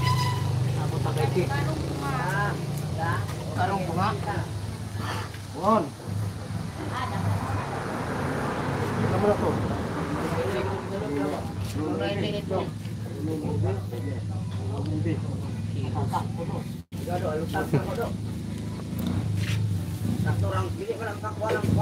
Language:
Filipino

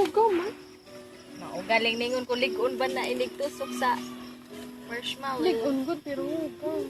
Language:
Cebuano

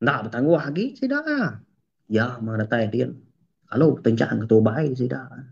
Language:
Iban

